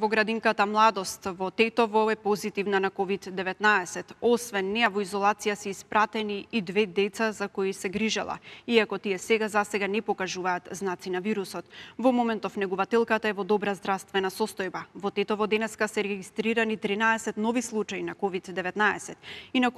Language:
Macedonian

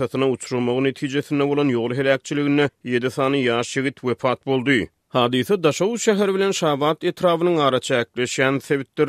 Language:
Turkmen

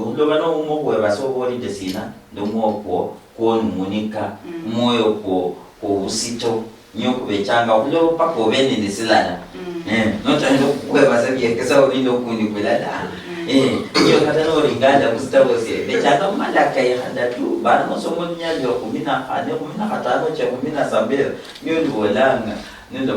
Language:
Luyia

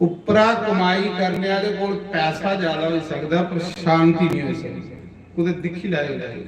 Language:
Dogri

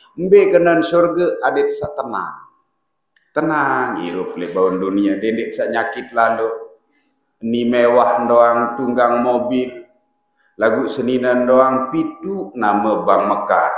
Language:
Sasak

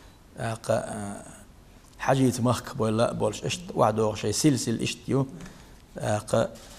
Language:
Chechen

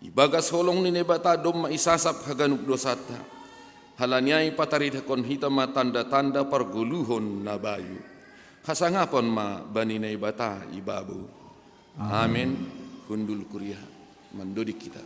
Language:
Batak Simalungun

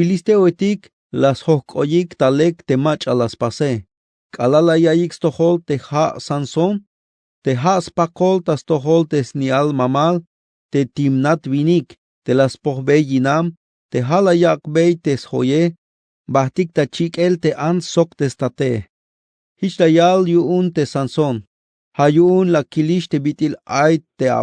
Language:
Tzeltal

